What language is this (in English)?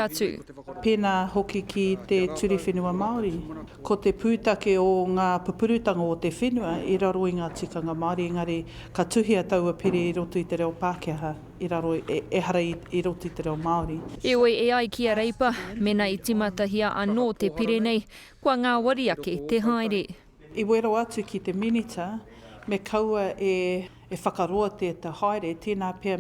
Māori